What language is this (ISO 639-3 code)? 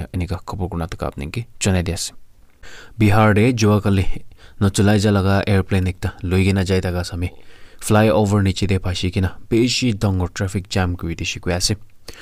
nag